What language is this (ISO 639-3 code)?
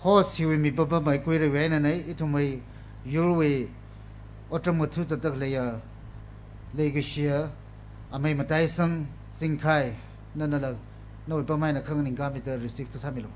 nmf